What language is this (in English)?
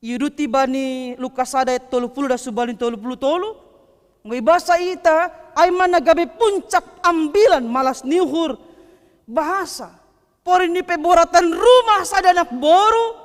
Batak Simalungun